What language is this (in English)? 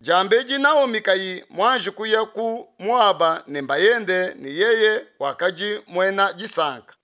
Luba-Lulua